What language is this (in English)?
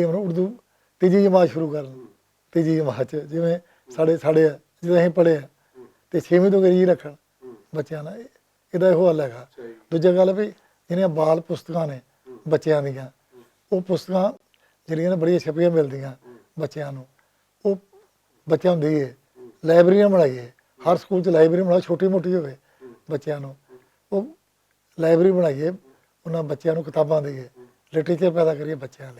Western Panjabi